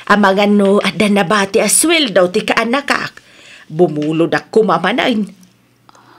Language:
Iloko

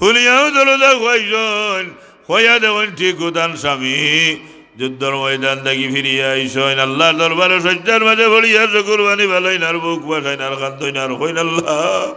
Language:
Sylheti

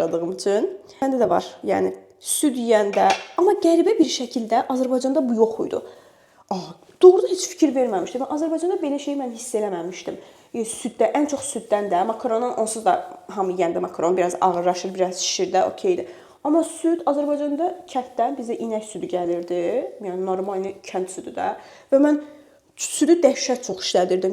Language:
Azerbaijani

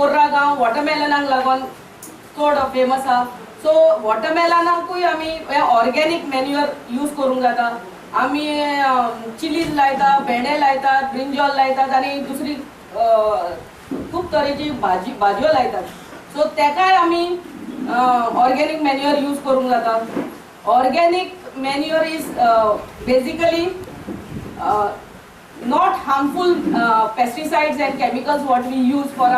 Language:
Konkani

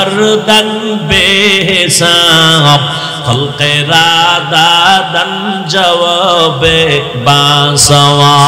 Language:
Bangla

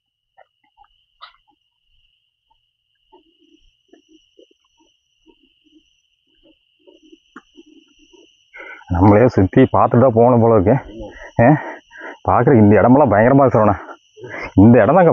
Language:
Tamil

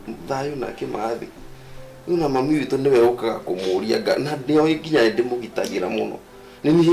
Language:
Kikuyu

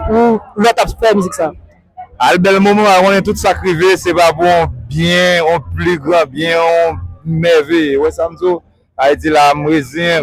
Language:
Haitian Creole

